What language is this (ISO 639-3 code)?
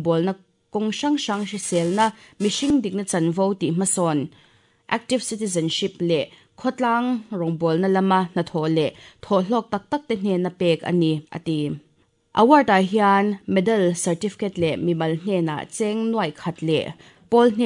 lus